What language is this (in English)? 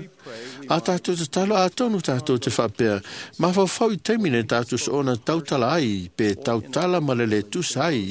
Samoan